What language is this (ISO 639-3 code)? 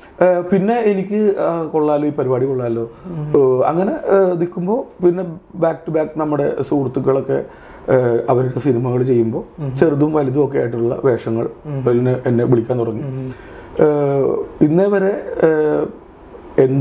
mal